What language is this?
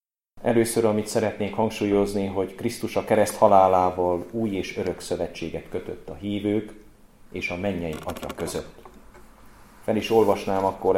Hungarian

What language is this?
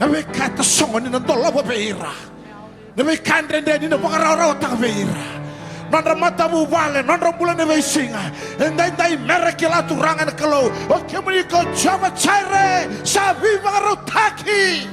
Fijian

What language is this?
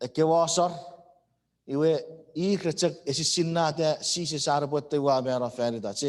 Chuukese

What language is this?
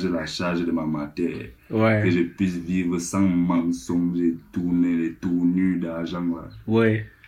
French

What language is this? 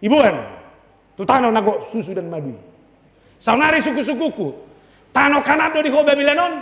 Batak Toba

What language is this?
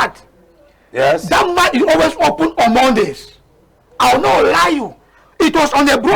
Cameroon Pidgin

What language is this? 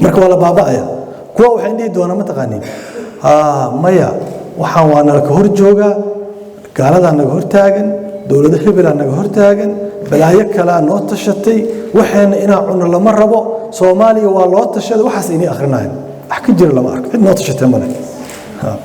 Somali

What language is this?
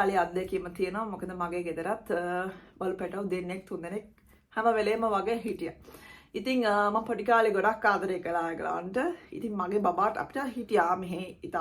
Sinhala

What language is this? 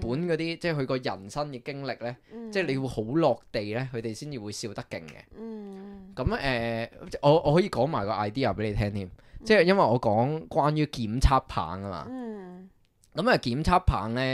Cantonese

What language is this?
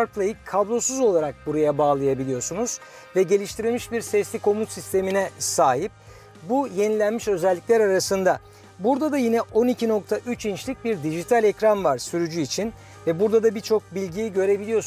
Turkish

